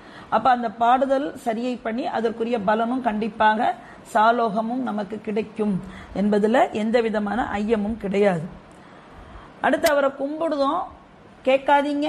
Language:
Tamil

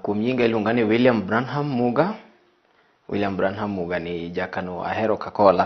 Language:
Luo (Kenya and Tanzania)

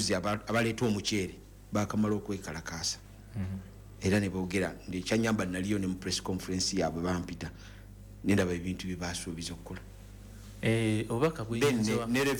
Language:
Ganda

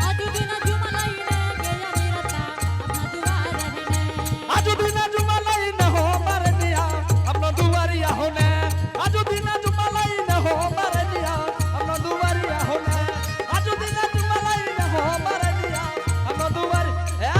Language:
Angika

